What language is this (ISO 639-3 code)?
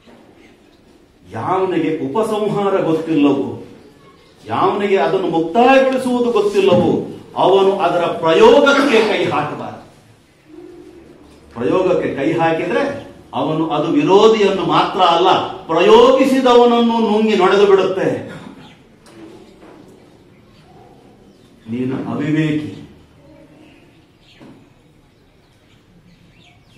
kan